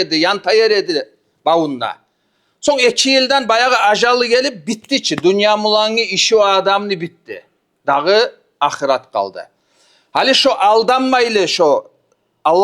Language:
Kumyk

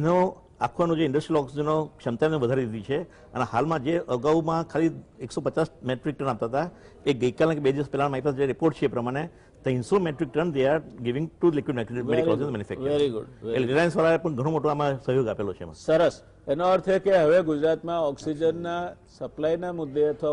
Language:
Gujarati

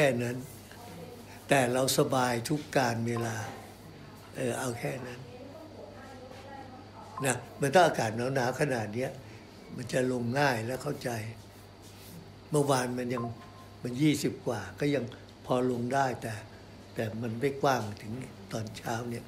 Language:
Thai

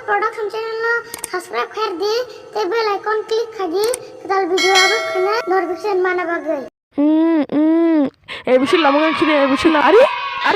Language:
Kok Borok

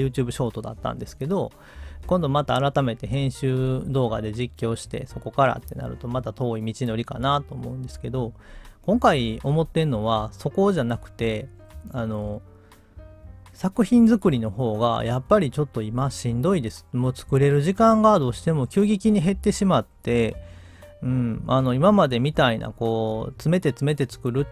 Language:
Japanese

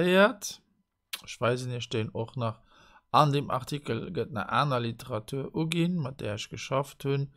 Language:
Luxembourgish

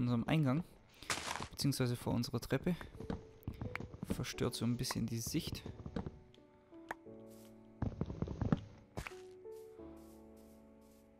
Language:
German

